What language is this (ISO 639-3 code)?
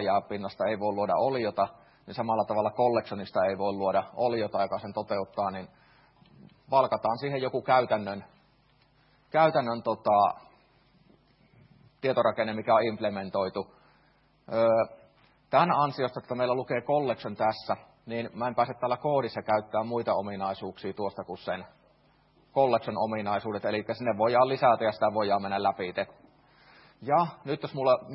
fin